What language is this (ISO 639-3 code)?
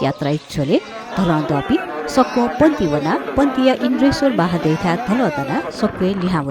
new